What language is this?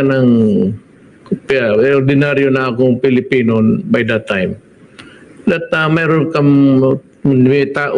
Filipino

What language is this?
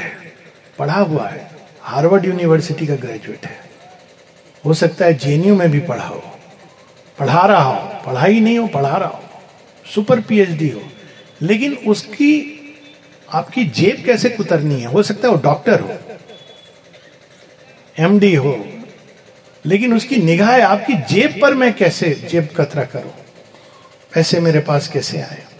Hindi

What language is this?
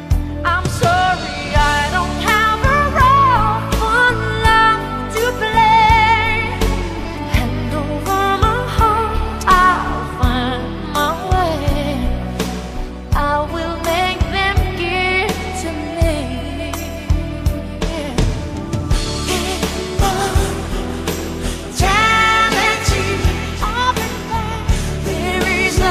English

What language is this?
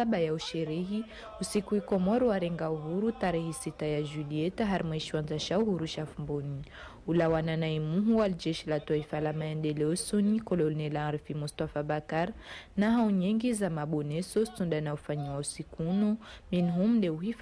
Ngazidja Comorian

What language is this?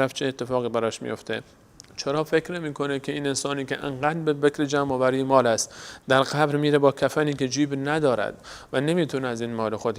Persian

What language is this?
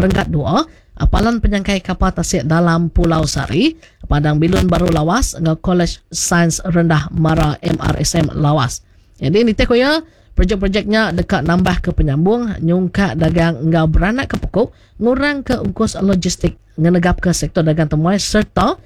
Iban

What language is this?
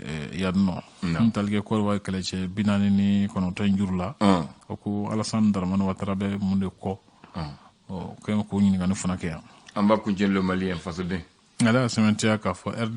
Bambara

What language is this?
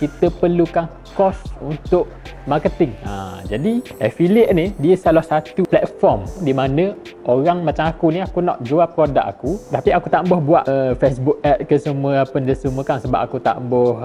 Malay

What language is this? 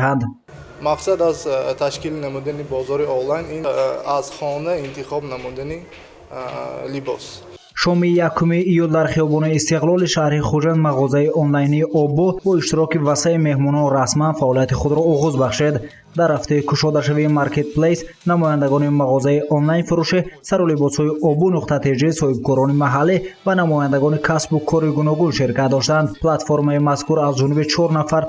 Tajik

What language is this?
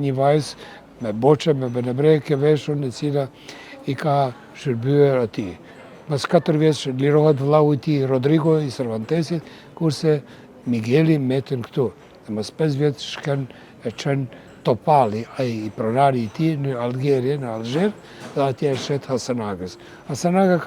Albanian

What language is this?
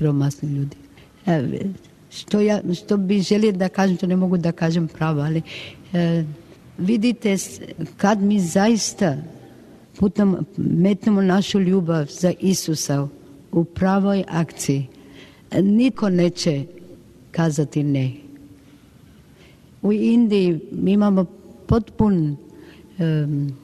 Croatian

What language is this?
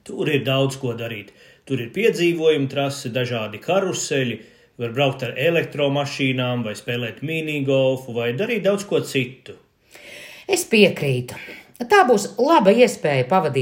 Latvian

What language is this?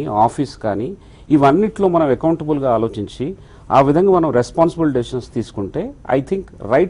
Telugu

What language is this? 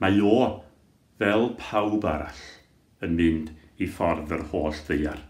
Welsh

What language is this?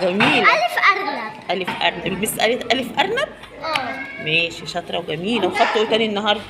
Egyptian Arabic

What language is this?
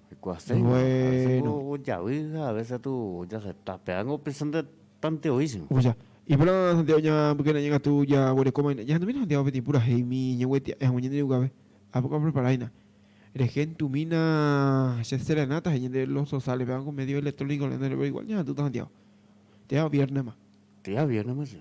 Guarani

